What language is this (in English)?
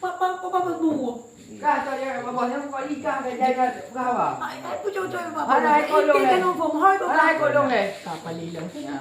Achinese